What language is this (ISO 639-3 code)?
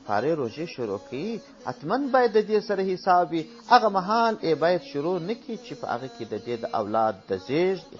pus